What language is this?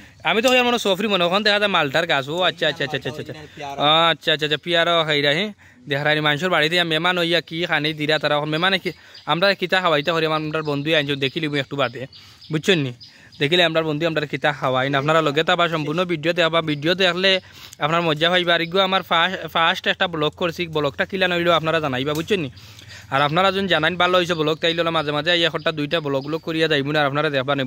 Sylheti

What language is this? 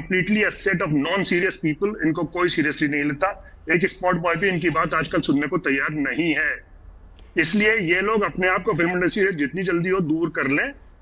Hindi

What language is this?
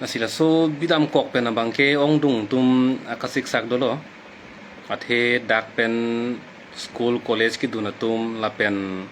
Karbi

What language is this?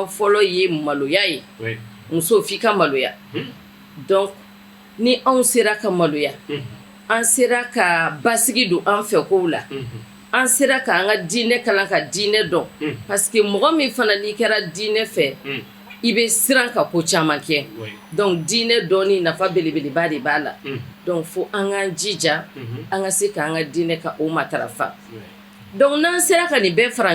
Bambara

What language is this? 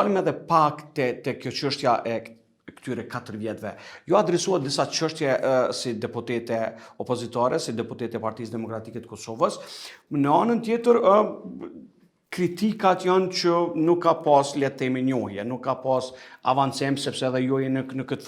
Albanian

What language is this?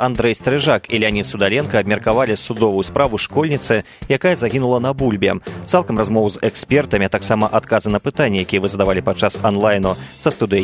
Belarusian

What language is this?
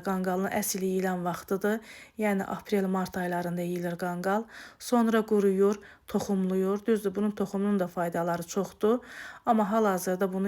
Azerbaijani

